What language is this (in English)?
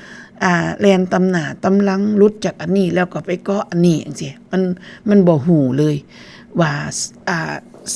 Northeastern Thai